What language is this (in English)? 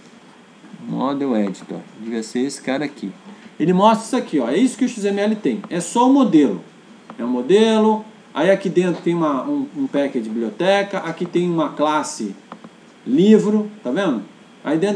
Portuguese